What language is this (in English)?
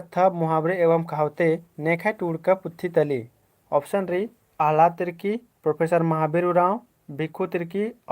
Kurukh